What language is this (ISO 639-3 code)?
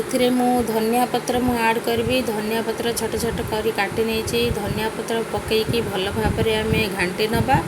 ori